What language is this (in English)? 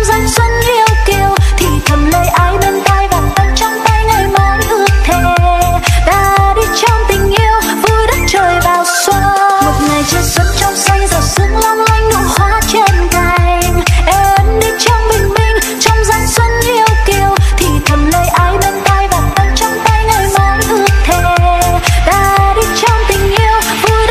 Vietnamese